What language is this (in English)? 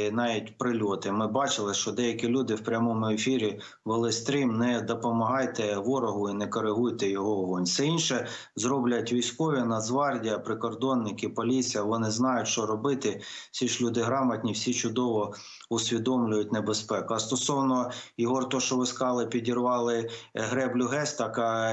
Ukrainian